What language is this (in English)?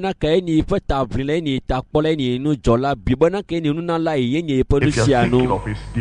Ewe